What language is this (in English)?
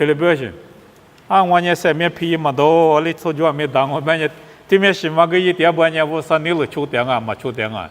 Lisu